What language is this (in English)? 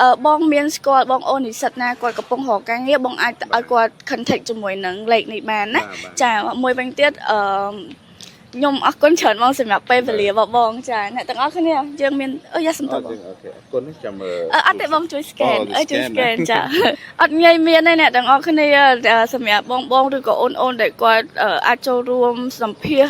Khmer